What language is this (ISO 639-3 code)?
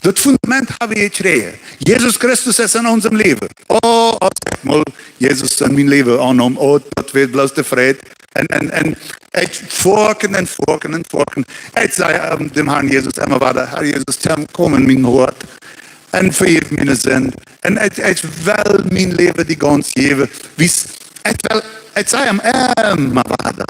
pdt